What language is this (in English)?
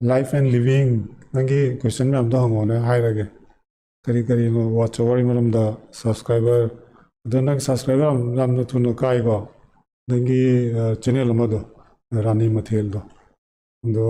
Manipuri